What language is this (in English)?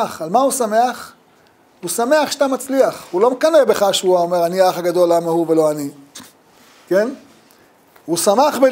Hebrew